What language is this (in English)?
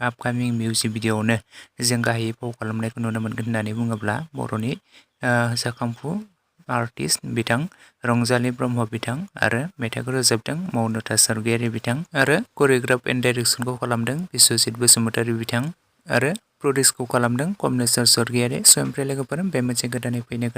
Bodo